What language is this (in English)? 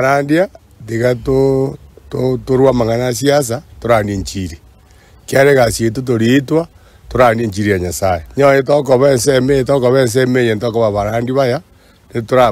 Gusii